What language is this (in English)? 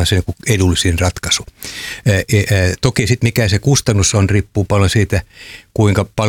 Finnish